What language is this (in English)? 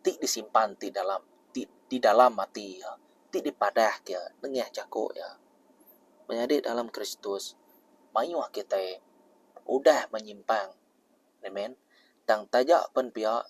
Iban